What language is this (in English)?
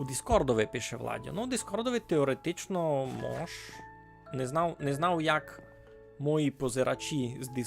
Rusyn